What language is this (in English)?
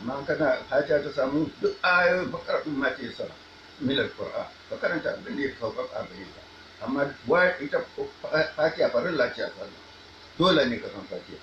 Hausa